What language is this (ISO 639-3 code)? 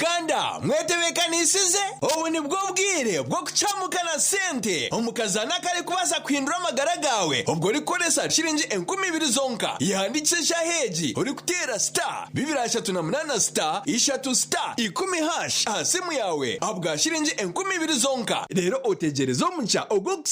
nyn